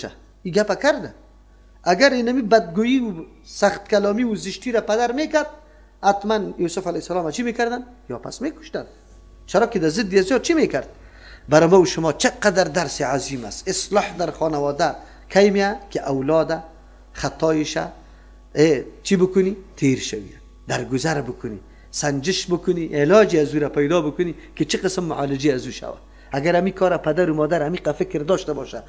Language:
Persian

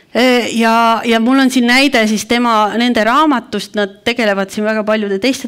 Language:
Estonian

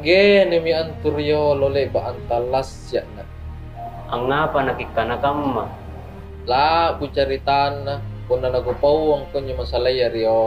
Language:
Makasar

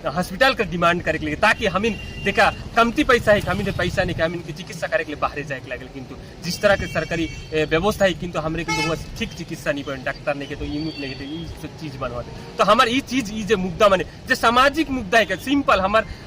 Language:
Sadri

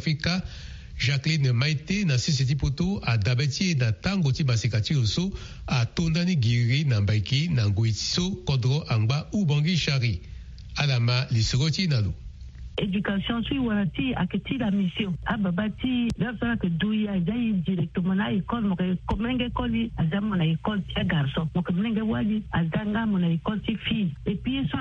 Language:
Sango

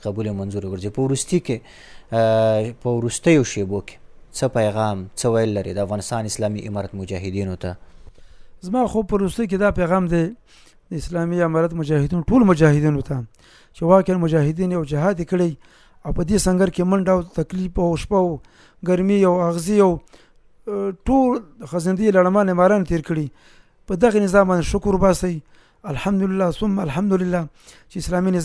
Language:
Pashto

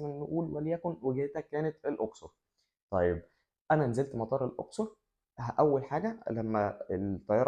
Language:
Egyptian Arabic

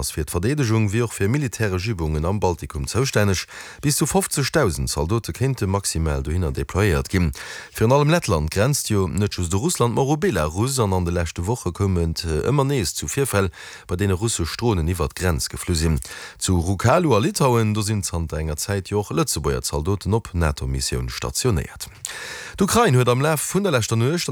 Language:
Luxembourgish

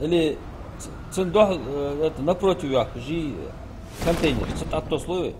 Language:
Ingush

